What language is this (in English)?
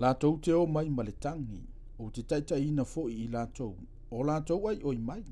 Samoan